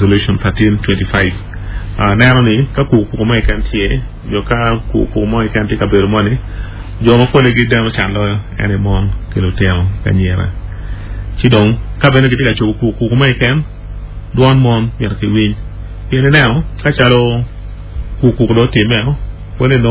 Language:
Acoli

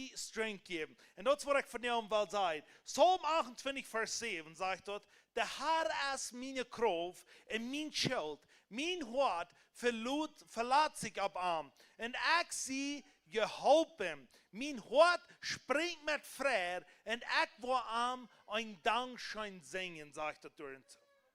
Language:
Plautdietsch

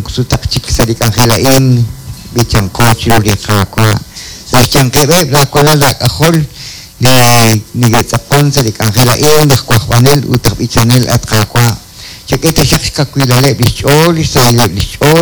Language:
Kekchí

